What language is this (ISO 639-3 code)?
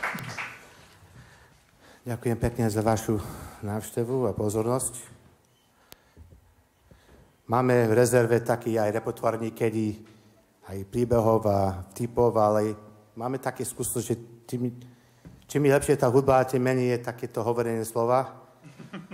slk